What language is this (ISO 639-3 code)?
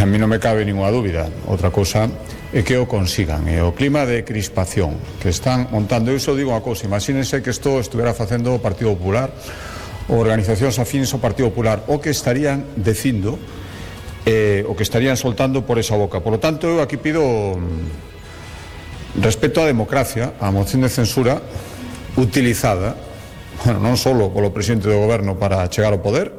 glg